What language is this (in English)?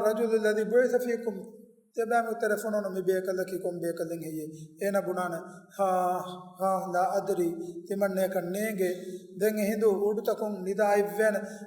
Divehi